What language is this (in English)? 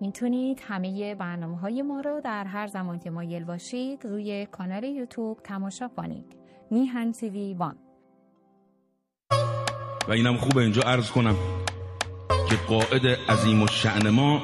Persian